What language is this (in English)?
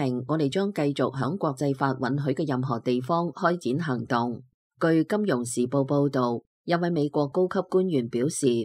Cantonese